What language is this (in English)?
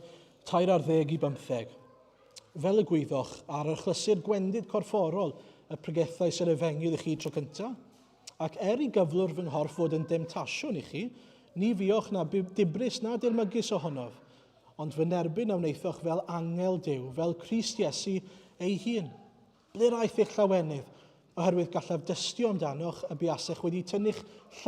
Welsh